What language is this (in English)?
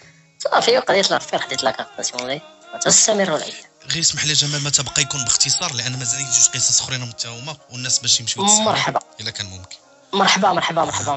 Moroccan Arabic